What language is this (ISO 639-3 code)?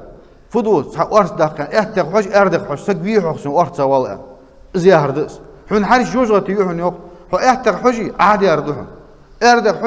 inh